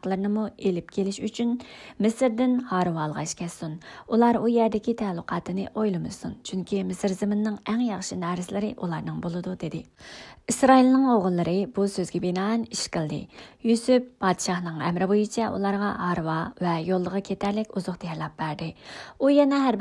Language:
Uyghur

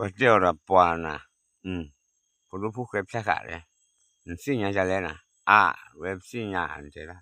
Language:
S'gaw Karen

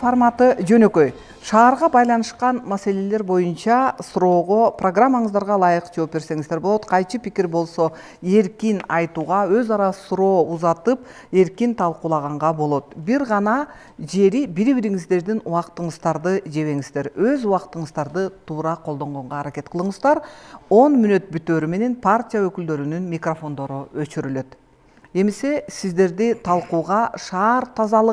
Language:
Kyrgyz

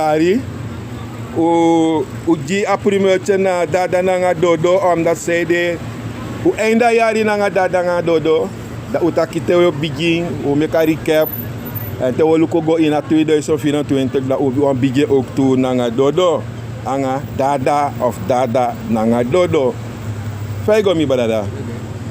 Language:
Sranan Tongo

